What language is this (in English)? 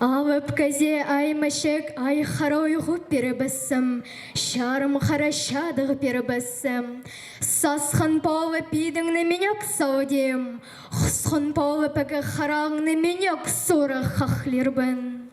Khakas